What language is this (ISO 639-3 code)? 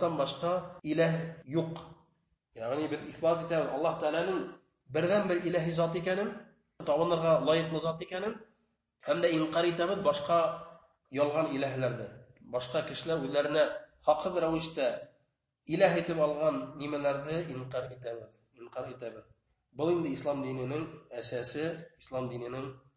bak